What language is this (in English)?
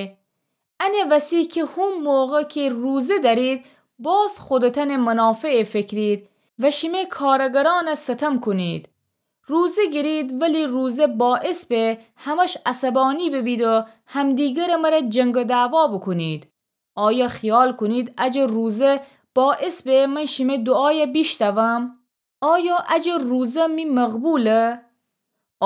Gilaki